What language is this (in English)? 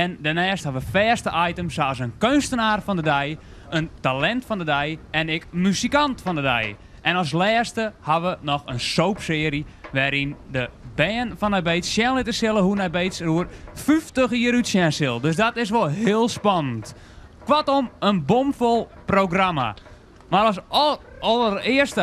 Western Frisian